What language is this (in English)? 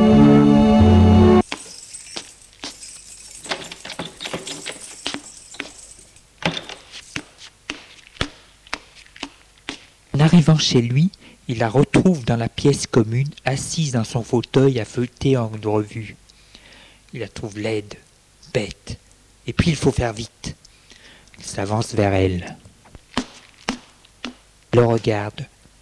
French